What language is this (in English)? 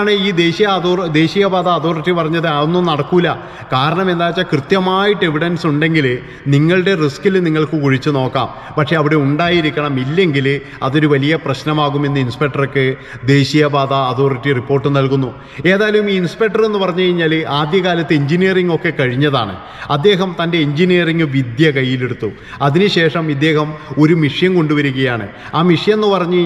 Malayalam